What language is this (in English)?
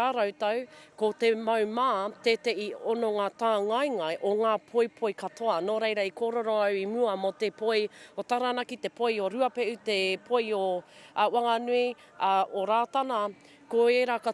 Māori